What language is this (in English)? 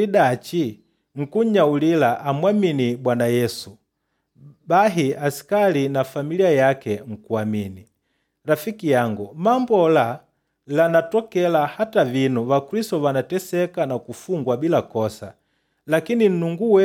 Makonde